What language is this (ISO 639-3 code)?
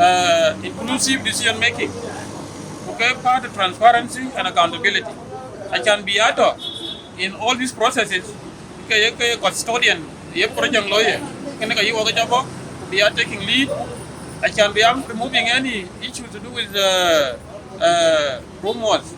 din